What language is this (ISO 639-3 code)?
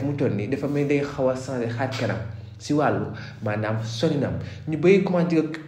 wol